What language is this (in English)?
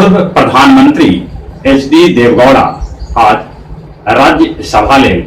Magahi